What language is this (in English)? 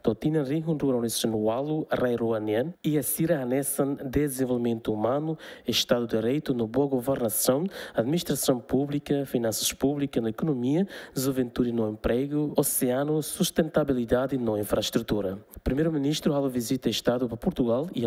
Tetum